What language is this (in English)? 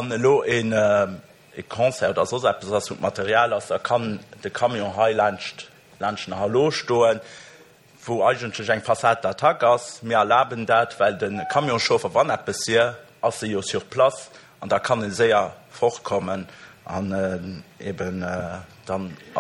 Luxembourgish